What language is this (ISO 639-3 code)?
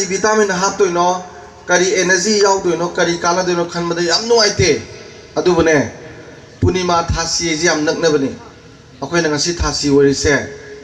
mni